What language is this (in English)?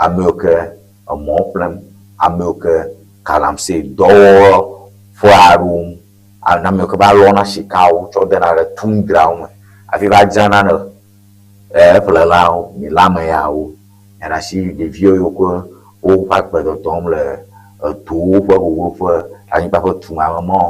Ewe